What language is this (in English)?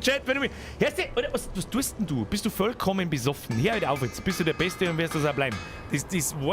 Bavarian